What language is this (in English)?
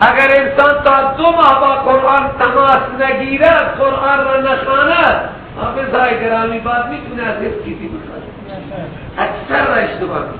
Persian